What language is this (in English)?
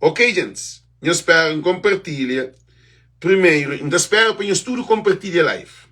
Kabuverdianu